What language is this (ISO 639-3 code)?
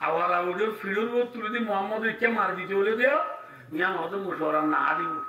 rhg